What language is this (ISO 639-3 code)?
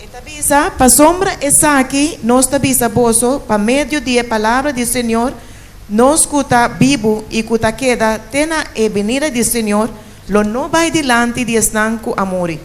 pap